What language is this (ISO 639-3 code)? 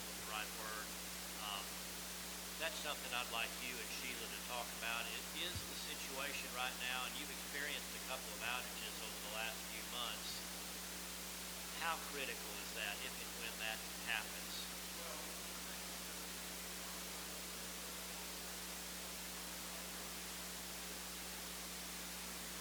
eng